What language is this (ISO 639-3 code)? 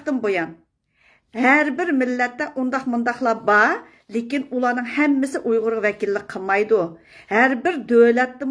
uig